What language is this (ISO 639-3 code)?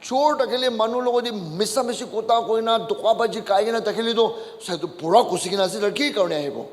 nag